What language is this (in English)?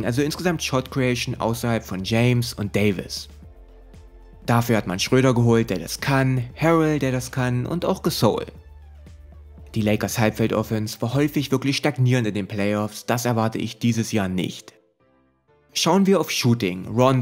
German